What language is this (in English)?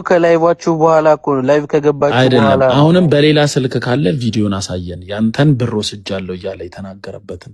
Amharic